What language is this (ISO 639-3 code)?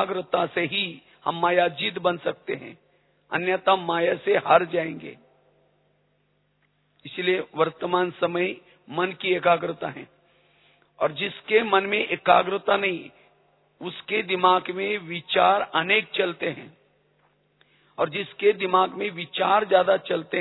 hin